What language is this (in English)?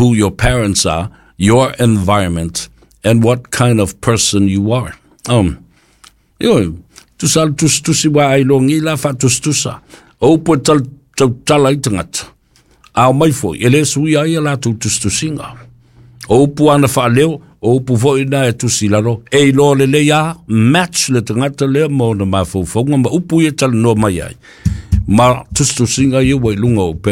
Samoan